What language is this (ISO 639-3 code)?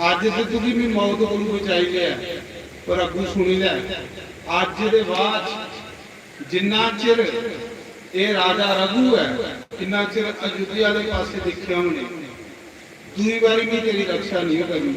doi